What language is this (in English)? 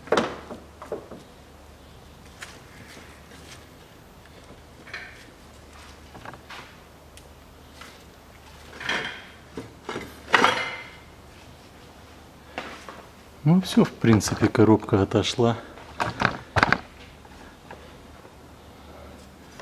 Russian